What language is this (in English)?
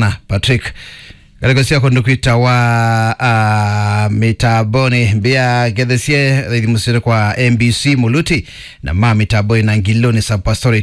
Kamba